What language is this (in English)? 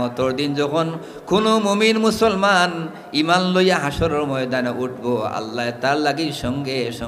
Sylheti